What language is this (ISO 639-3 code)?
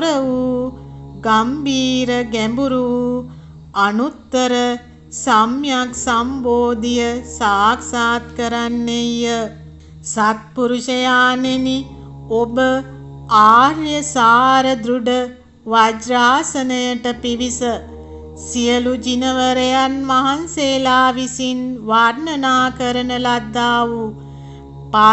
sin